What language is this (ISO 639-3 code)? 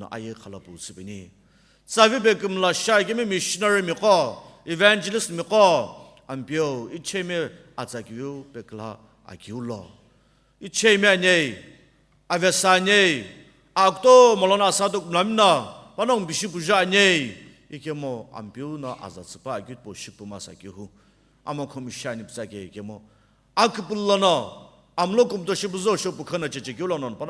nsm